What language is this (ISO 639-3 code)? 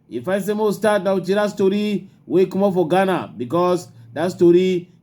wes